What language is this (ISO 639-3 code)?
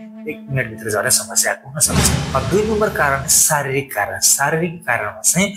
nep